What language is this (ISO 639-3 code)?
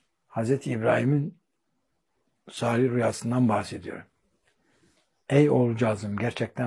tur